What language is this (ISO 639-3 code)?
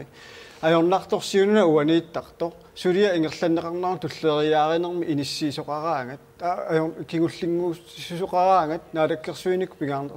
kal